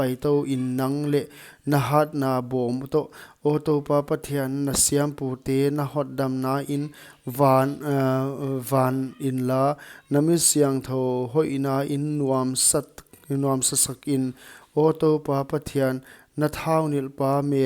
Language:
Paite Chin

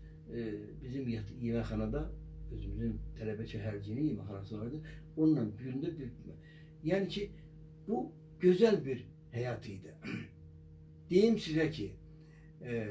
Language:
Azerbaijani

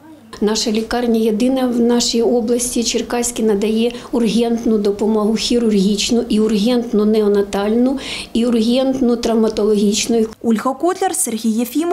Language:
Ukrainian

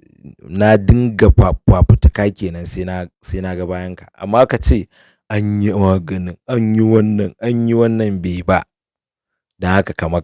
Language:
Hausa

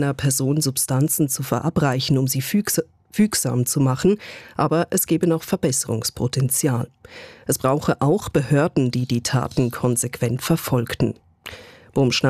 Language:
German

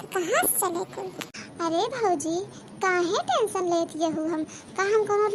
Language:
Awadhi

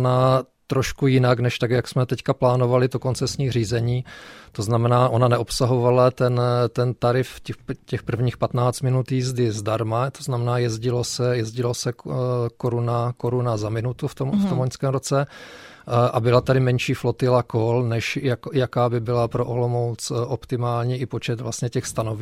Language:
Czech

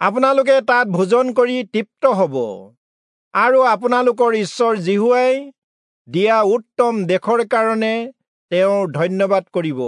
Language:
Assamese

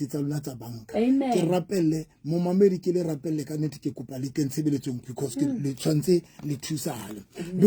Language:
Southern Sotho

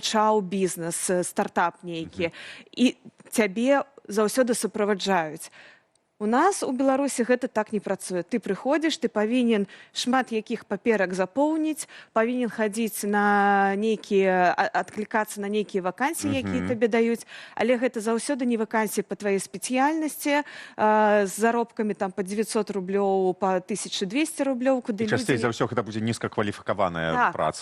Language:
Belarusian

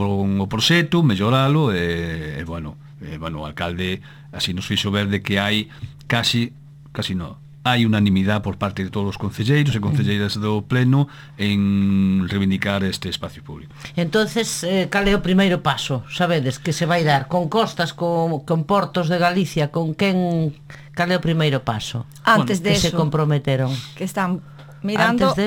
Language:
Galician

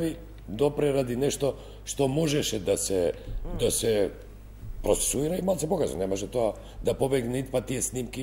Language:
Macedonian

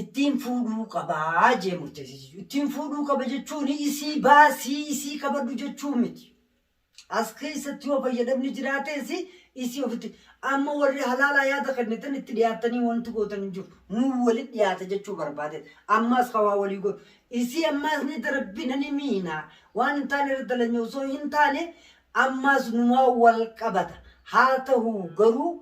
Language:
Oromo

